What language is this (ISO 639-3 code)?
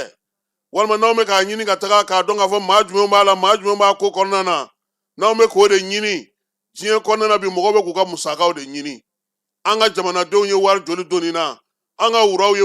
bam